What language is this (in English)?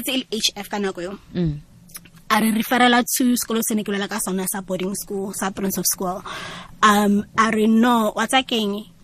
Tswana